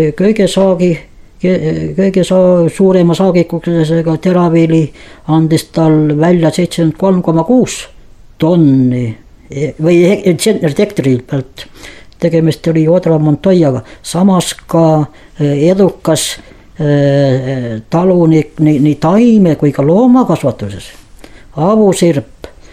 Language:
Estonian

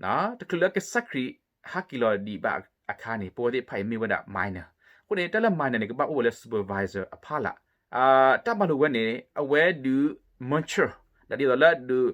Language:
S'gaw Karen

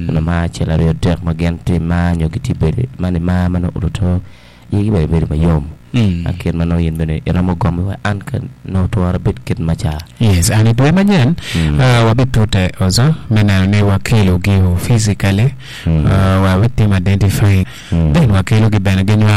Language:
Acoli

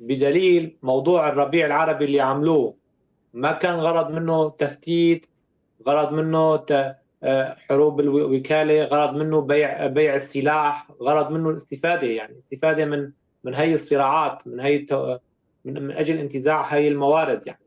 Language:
North Levantine Arabic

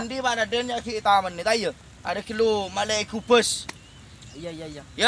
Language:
Madurese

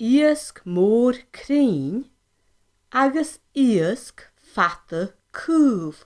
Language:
Scottish Gaelic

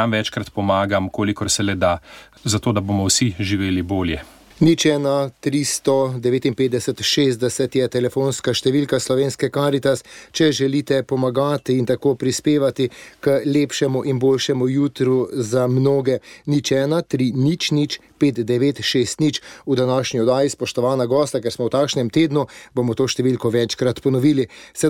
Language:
Slovenian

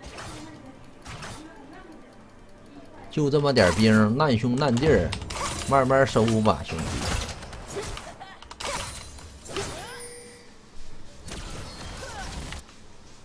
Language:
Chinese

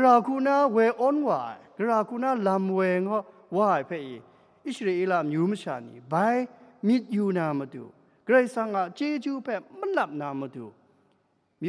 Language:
Kachin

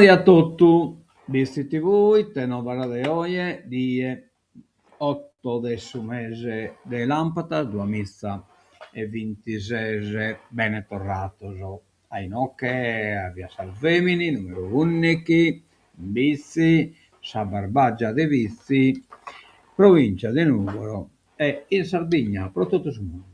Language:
Sardinian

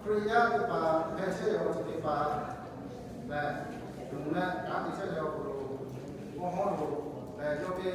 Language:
Lahu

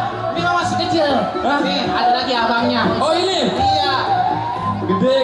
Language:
Betawi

